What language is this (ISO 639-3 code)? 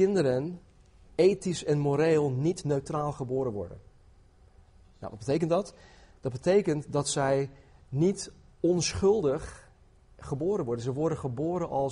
nld